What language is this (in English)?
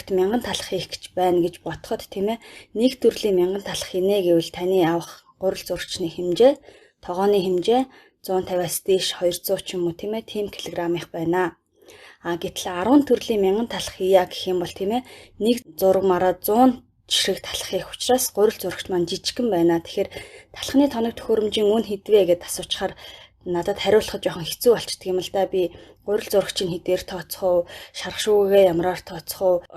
Mongolian